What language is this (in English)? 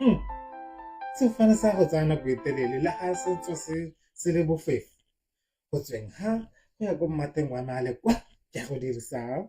Tswana